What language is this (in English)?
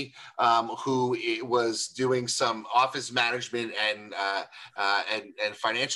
English